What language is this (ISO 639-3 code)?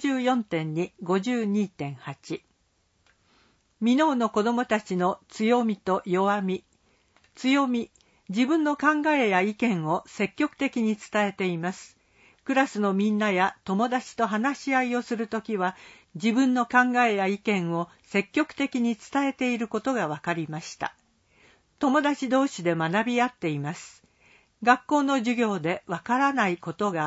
jpn